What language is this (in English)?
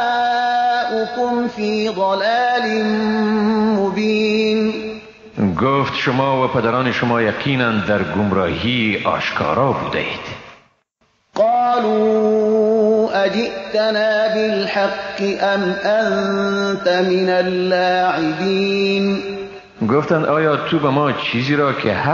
Persian